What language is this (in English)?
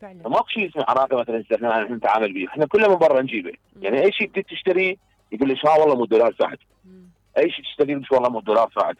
Mesopotamian Arabic